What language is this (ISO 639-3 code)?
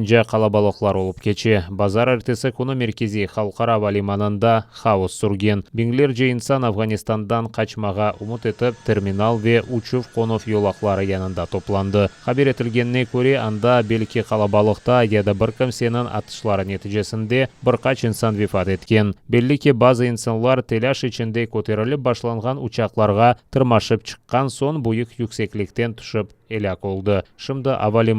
crh